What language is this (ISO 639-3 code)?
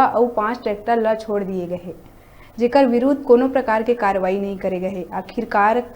hne